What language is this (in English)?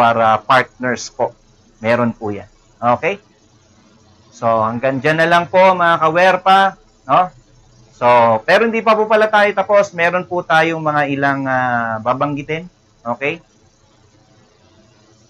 Filipino